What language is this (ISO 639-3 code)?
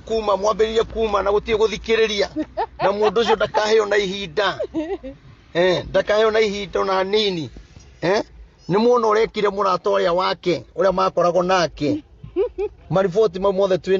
kik